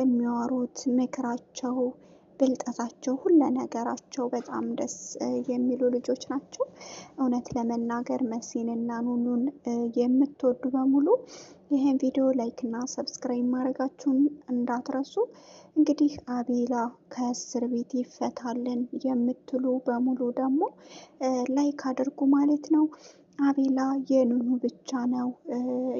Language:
Amharic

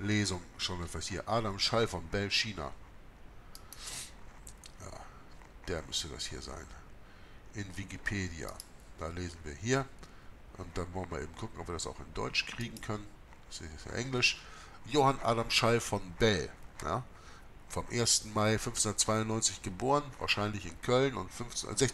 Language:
German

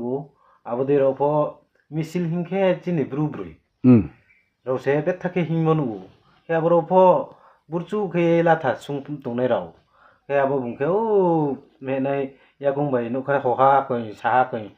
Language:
Riang (India)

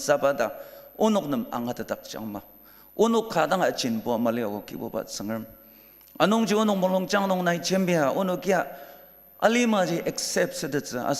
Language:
Ao Naga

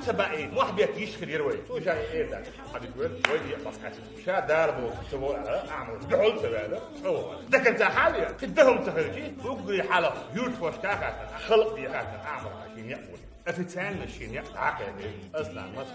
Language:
Chechen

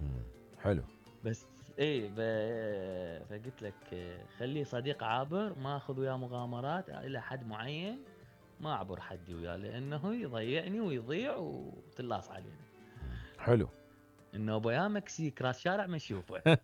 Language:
Mesopotamian Arabic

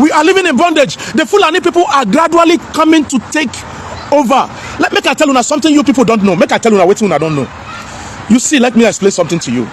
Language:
Nigerian Pidgin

